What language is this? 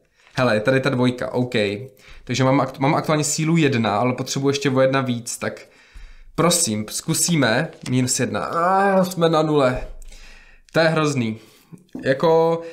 Czech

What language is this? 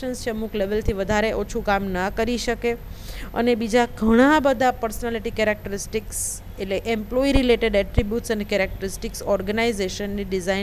Gujarati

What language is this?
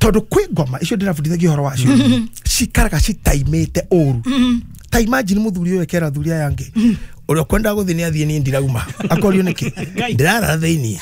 Kikuyu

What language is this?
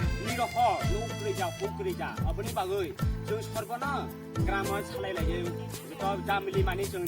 Kok Borok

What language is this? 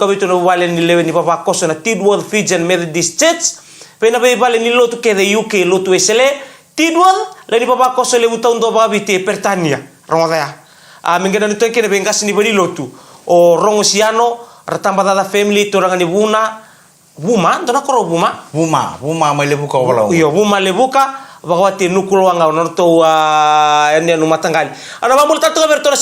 Fijian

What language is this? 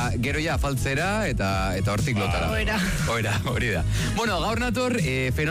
Basque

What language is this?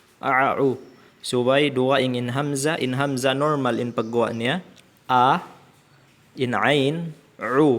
Tausug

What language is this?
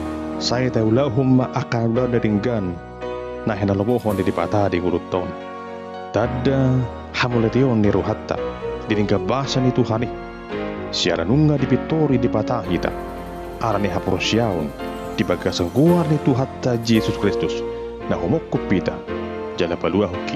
Batak Toba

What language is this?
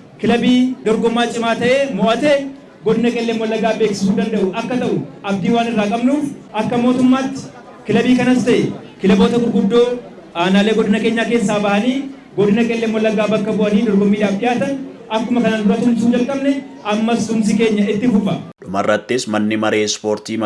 Oromo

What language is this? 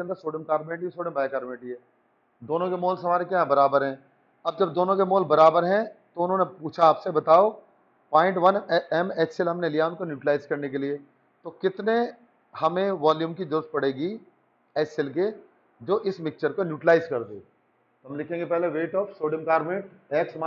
Hindi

